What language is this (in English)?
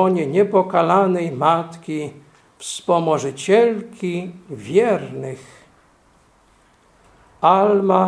Polish